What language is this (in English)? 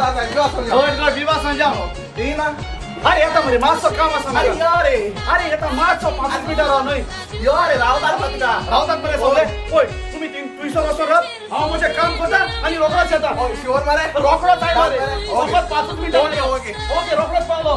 Konkani